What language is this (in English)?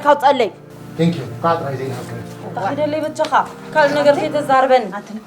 Tigrinya